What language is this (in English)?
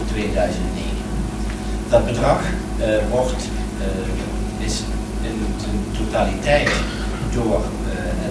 Dutch